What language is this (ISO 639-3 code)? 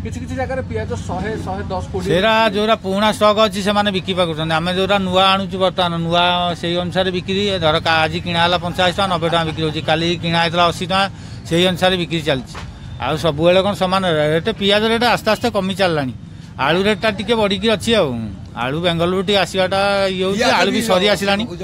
ori